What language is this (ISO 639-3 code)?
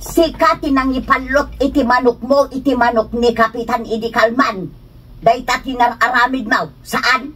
ilo